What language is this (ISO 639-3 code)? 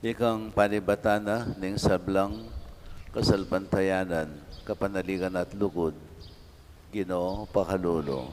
pam